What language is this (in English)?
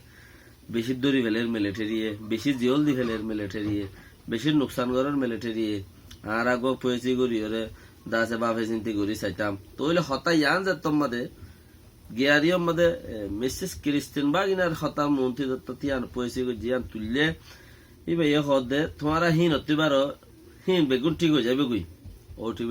Rohingya